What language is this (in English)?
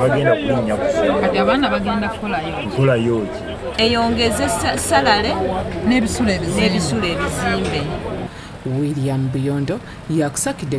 Ganda